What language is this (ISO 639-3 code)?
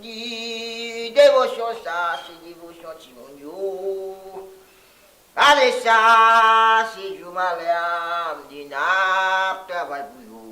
hat